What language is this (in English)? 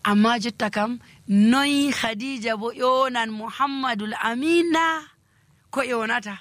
Nigerian Fulfulde